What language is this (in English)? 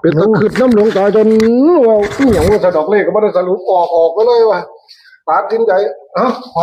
Northeastern Thai